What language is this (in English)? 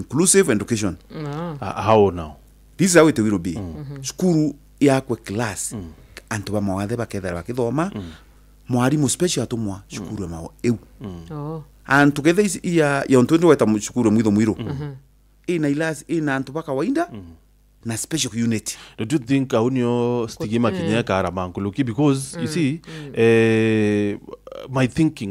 Meru